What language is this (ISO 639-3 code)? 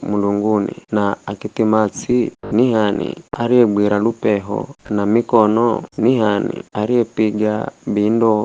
nyf